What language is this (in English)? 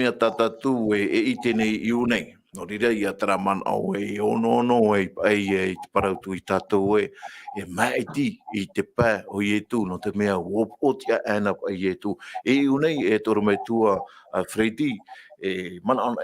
Tahitian